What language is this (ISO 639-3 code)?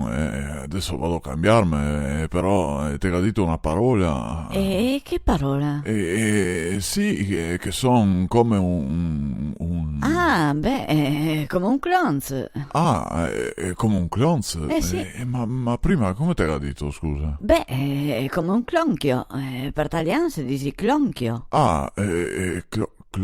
vec